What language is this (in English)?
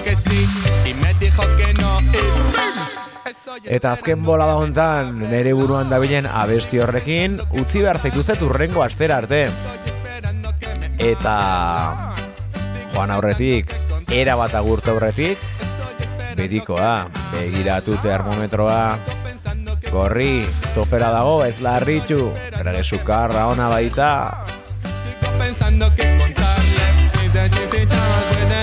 Basque